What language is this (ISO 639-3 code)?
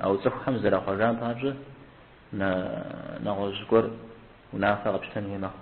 kbd